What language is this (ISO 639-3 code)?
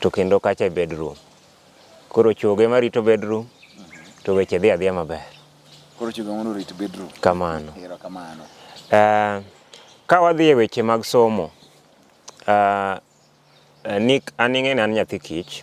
luo